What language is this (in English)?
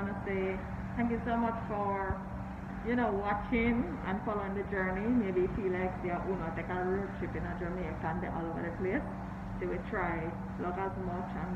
Jamaican Creole English